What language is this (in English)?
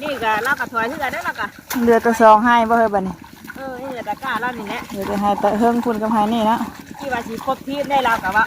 Northeastern Thai